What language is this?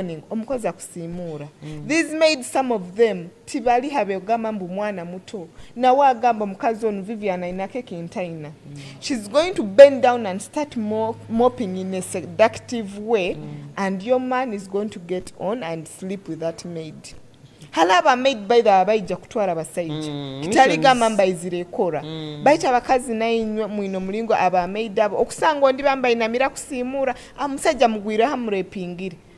Nyoro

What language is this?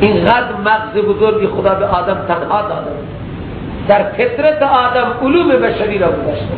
Persian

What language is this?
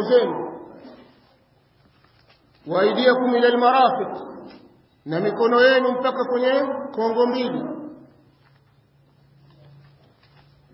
Swahili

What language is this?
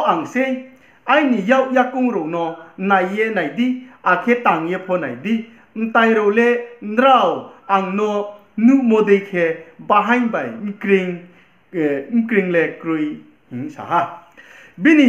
Riang (India)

